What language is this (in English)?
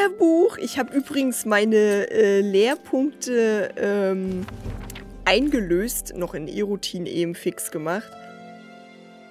German